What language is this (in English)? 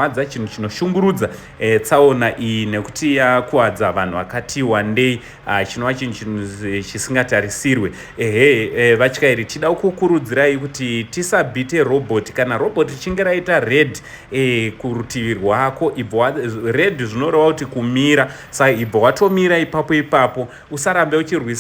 Shona